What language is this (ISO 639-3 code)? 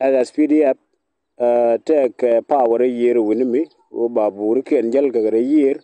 nus